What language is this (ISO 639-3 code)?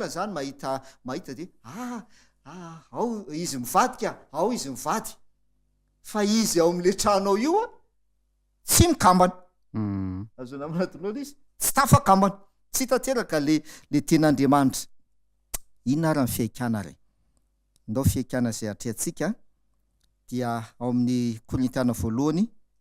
mlg